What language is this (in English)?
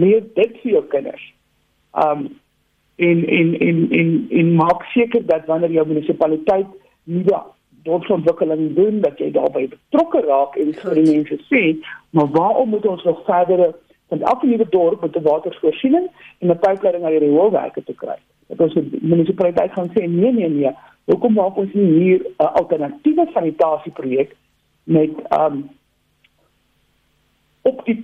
Afrikaans